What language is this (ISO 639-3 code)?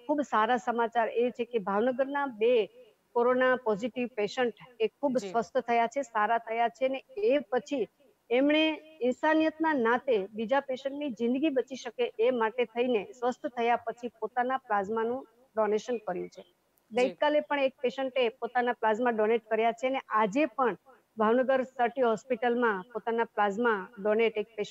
guj